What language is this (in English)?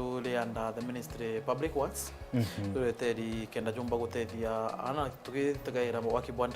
Meru